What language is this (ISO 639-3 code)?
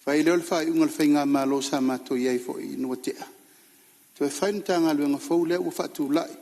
smo